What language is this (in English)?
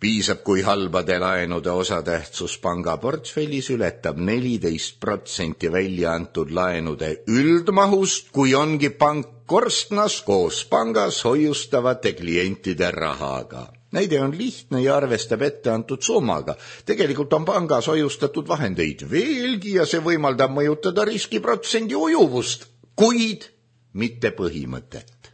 Estonian